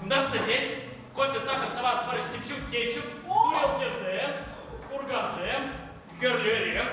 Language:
Chuvash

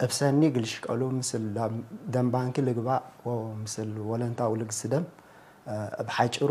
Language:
Tigre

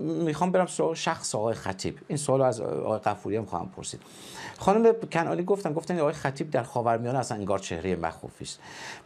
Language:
Persian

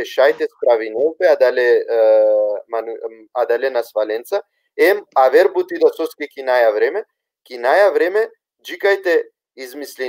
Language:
Balkan Romani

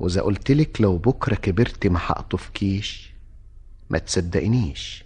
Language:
Egyptian Arabic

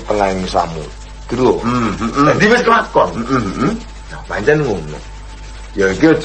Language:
Javanese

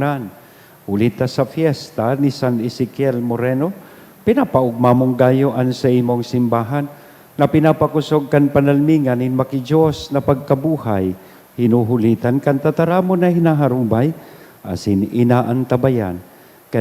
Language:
Bikol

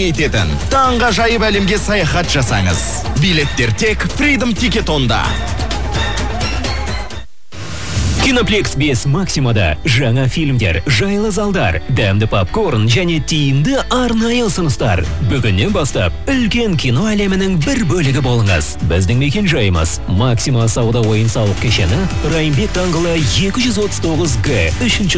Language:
Kazakh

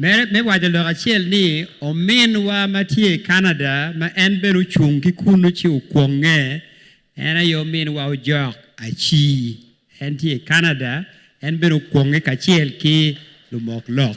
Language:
Acoli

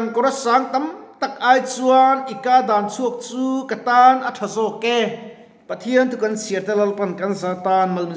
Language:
Mizo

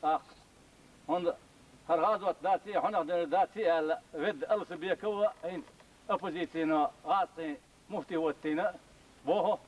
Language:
Chechen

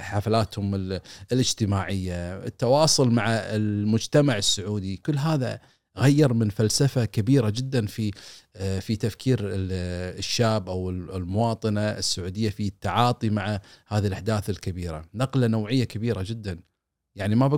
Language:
Gulf Arabic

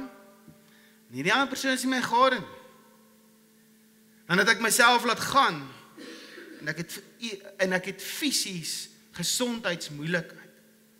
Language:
Afrikaans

